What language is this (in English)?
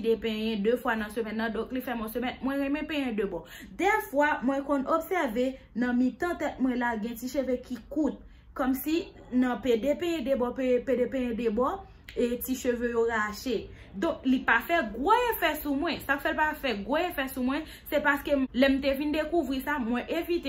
Haitian Creole